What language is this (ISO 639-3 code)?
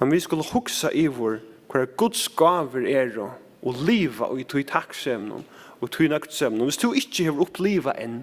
fao